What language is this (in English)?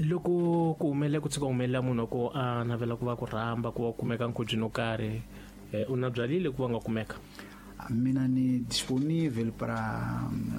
Tsonga